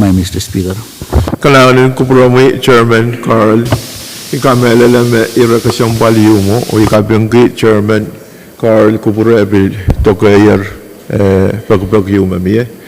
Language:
Pohnpeian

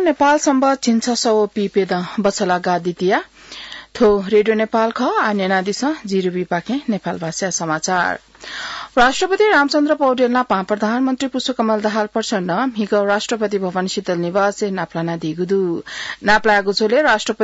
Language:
Newari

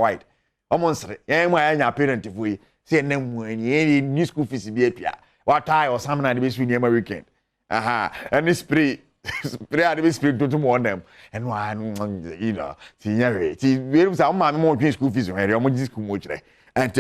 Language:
Akan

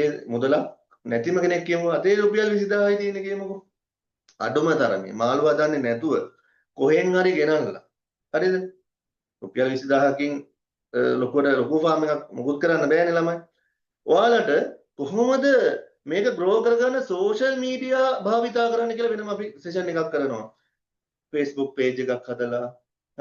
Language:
Sinhala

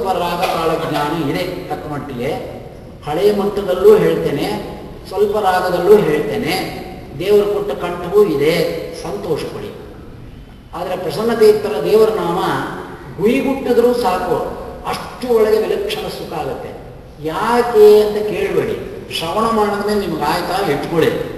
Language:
Kannada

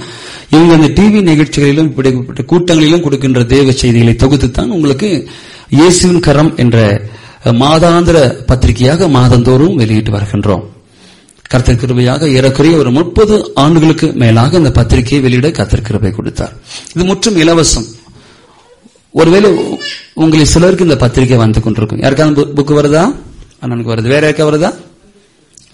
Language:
Tamil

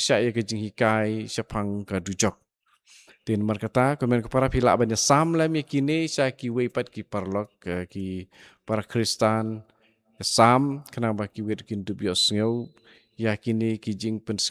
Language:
Khasi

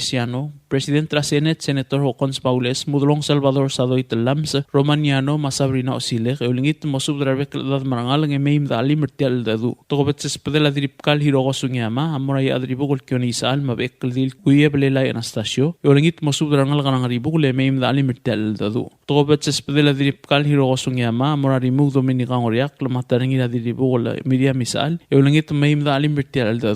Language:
Palauan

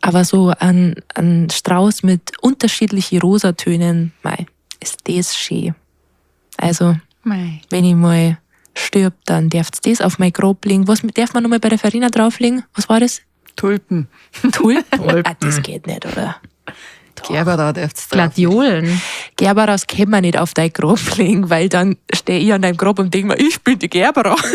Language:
Bavarian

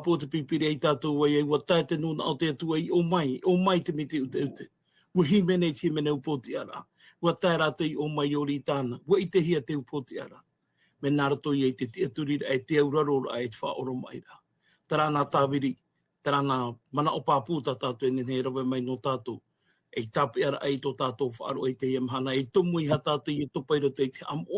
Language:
Tahitian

